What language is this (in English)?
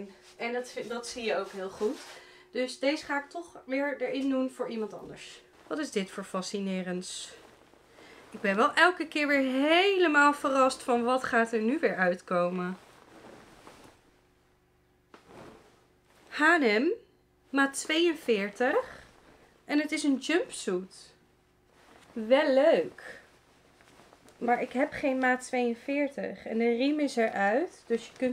Dutch